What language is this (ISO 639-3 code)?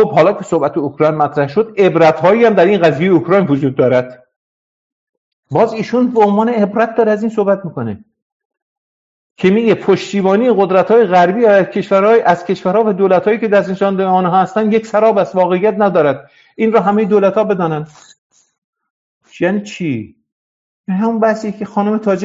fas